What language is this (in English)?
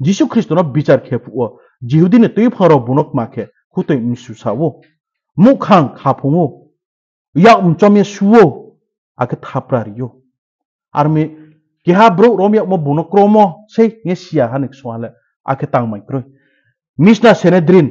Riang (India)